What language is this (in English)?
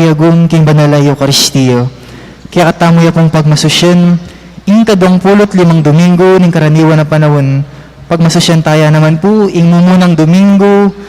Pampanga